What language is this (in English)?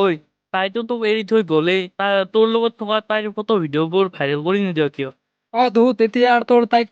Assamese